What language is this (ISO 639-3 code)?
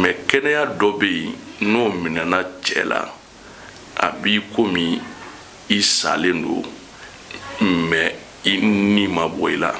bam